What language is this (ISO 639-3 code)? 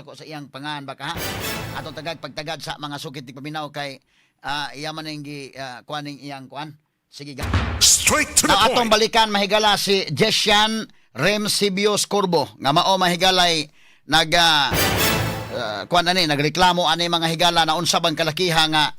ceb